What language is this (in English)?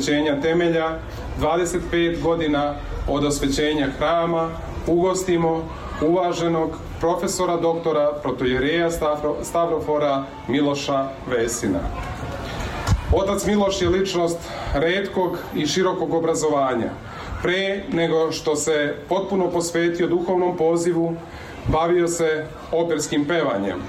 Serbian